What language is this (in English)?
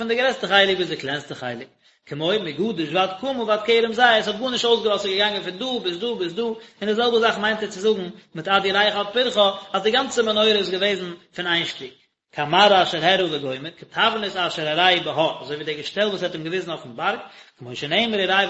Yiddish